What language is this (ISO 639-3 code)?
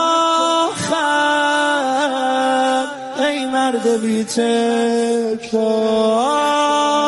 fas